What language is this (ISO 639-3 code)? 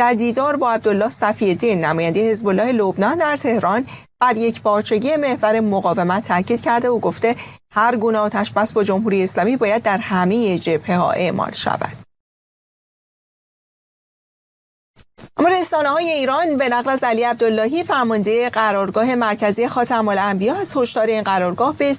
fas